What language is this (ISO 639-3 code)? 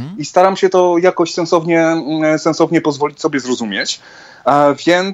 pol